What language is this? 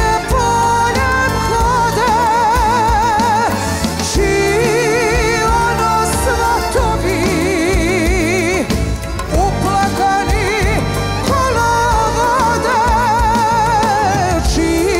Serbian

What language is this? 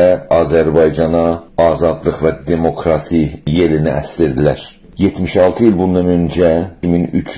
South Azerbaijani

